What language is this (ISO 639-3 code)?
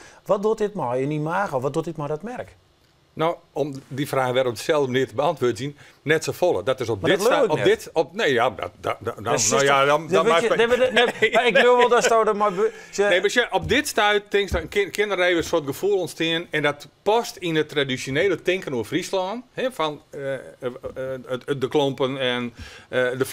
fry